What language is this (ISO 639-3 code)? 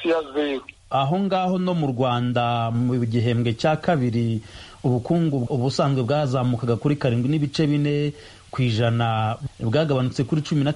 kin